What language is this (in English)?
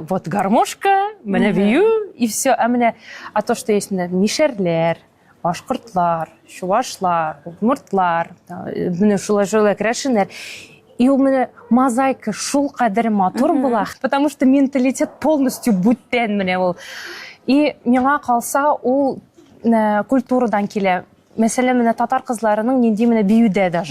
Tatar